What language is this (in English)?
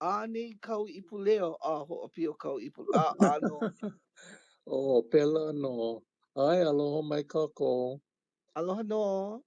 Hawaiian